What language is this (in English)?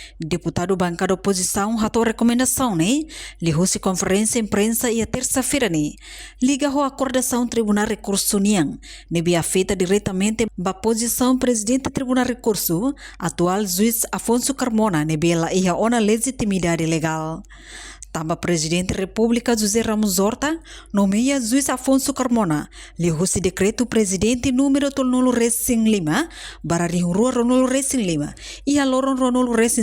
Tetum